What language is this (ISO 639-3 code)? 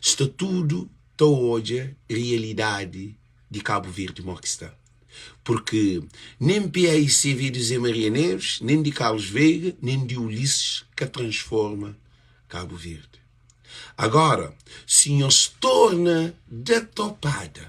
kea